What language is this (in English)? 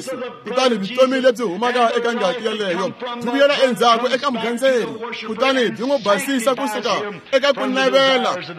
Tsonga